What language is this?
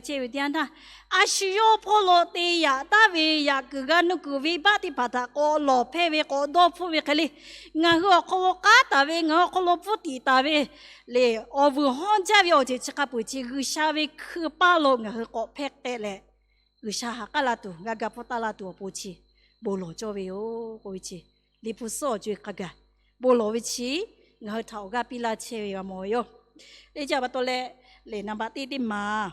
Lahu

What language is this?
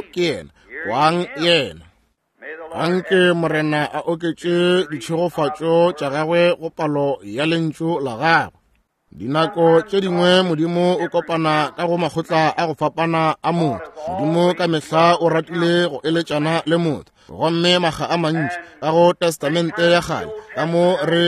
Northern Sotho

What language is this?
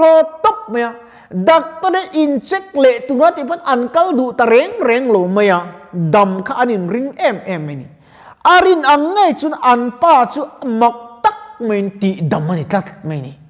Mizo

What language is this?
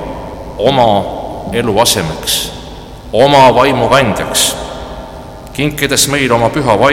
Estonian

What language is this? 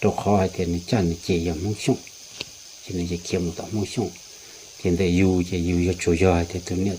Hmong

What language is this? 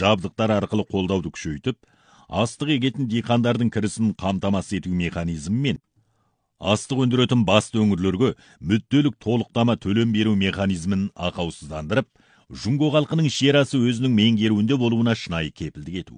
Kazakh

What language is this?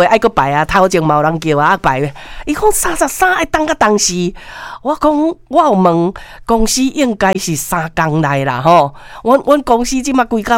Min Nan Chinese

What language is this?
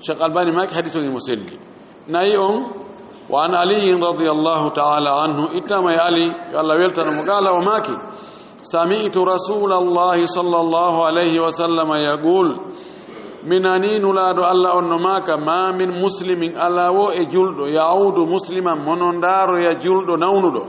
Fula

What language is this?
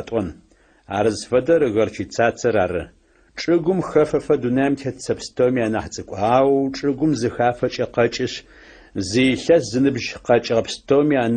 Adyghe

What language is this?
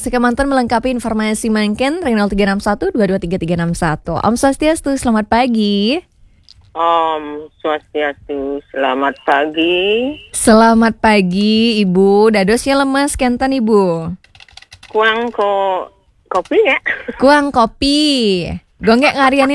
Balinese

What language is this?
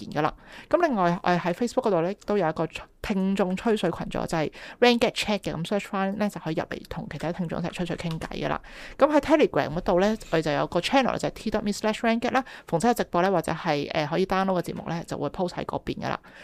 Cantonese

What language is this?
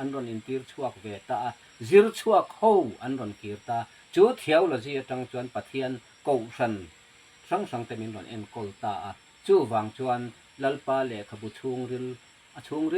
Mizo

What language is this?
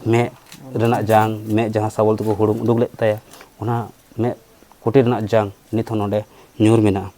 Santali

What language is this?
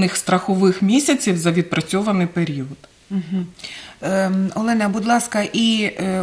Ukrainian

